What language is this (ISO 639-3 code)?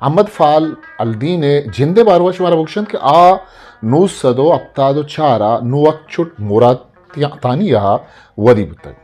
bgp